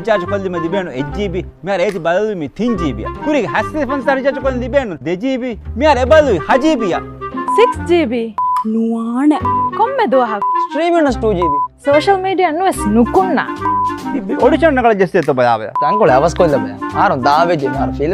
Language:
Divehi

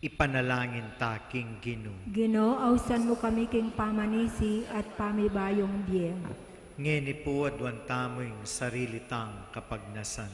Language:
Pampanga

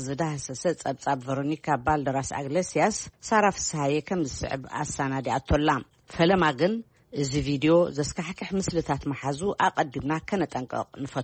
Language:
Tigrinya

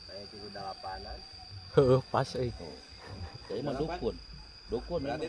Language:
Sundanese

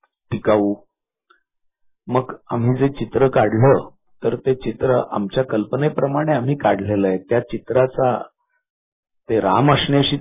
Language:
Marathi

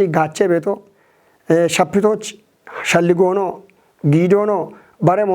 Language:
Kafa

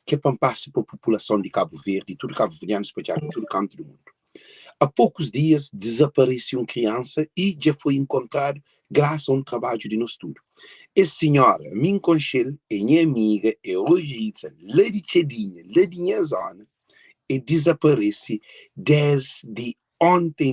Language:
Kabuverdianu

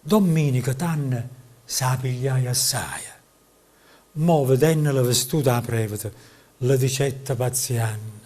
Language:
Neapolitan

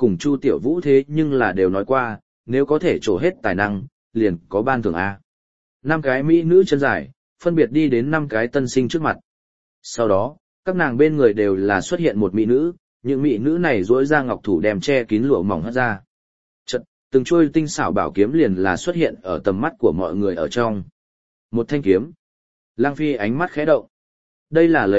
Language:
Vietnamese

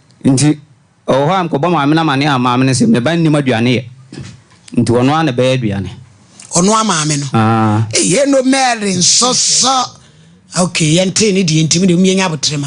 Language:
Akan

